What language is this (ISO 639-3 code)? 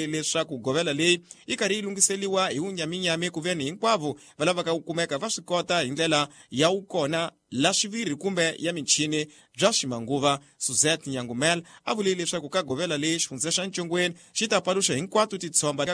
tso